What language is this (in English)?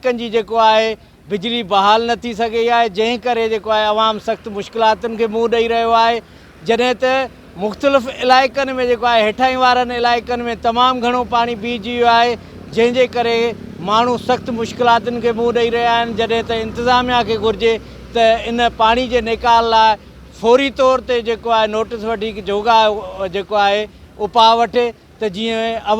Sindhi